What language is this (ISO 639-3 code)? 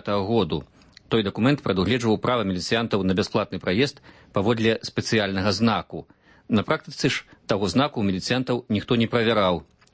bel